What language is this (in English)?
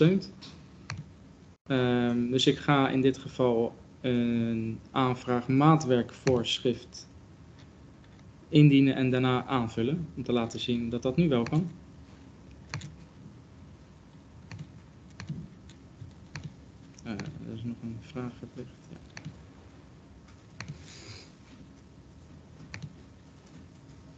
Dutch